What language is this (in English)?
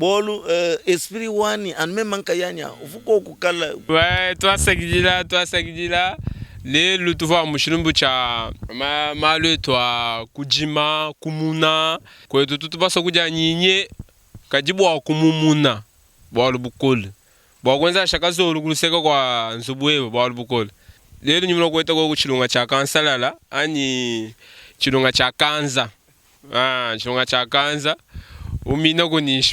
Luba-Lulua